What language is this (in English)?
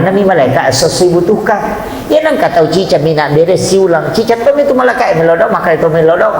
Buginese